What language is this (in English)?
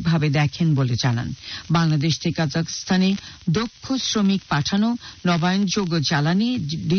Bangla